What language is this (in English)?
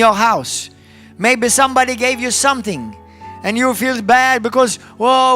English